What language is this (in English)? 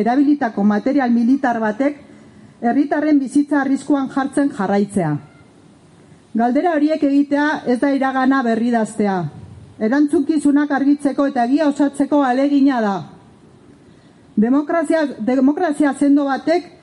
Basque